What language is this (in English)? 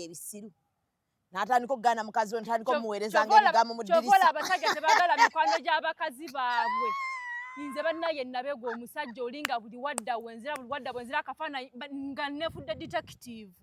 Ganda